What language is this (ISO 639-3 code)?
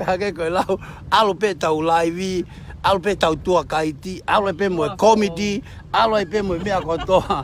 ton